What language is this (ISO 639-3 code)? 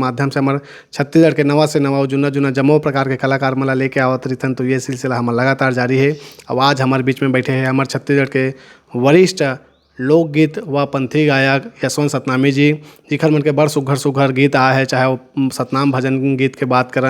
hne